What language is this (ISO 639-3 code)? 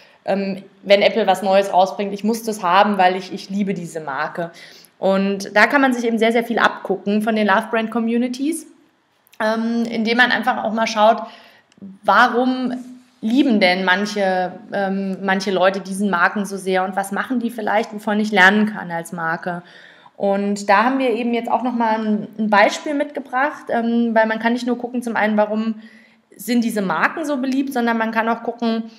deu